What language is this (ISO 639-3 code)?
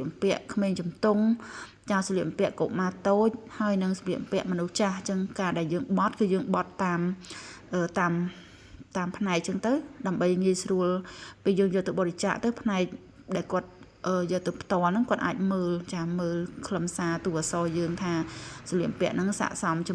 khm